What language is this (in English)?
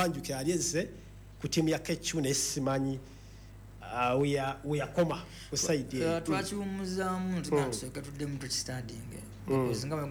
Ganda